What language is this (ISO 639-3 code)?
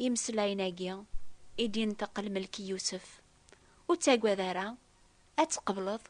kab